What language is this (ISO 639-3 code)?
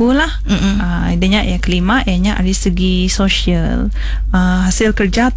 msa